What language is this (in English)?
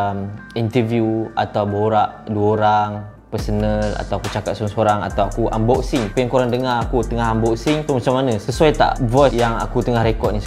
Malay